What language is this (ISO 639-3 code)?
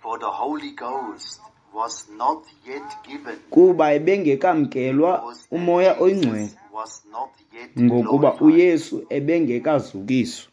xho